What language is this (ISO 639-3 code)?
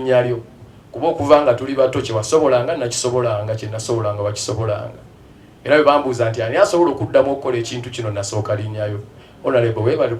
lug